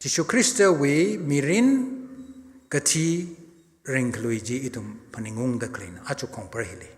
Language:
Tangkhul Naga (India)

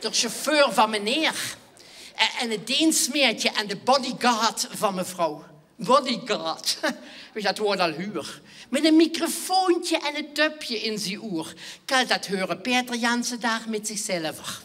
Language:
Limburgish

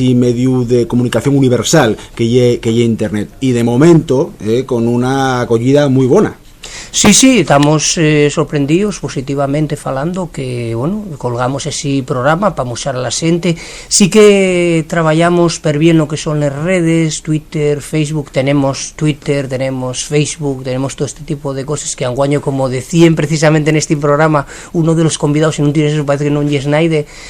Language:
Asturian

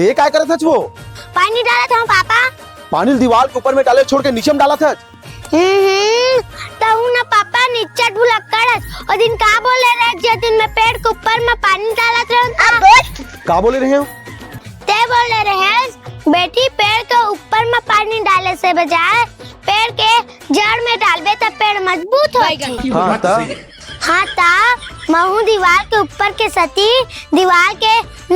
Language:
Chhattisgarhi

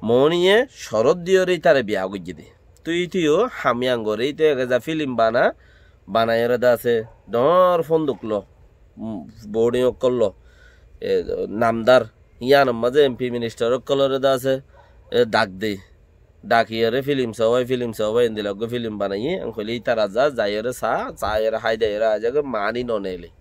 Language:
Rohingya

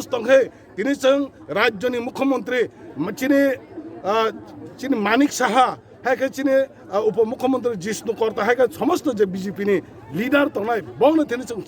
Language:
Kok Borok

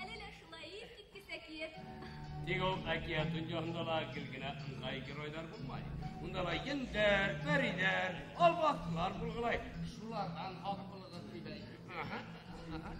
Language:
Bashkir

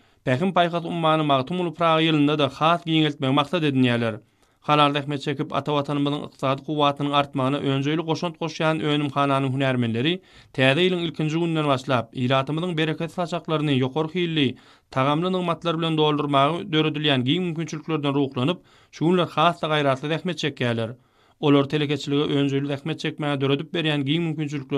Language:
Turkmen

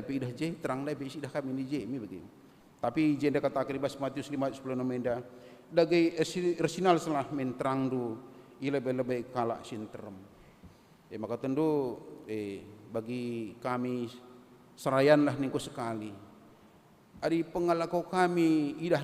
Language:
Batak Karo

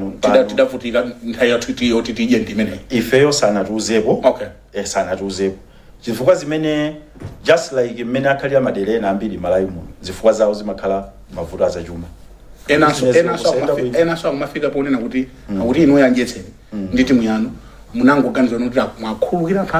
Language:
Nyanja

